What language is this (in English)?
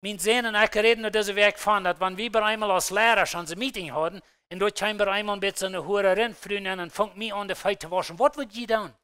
Plautdietsch